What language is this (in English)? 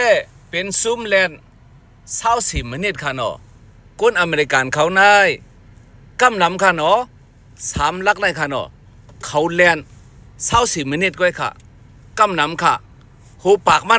Shan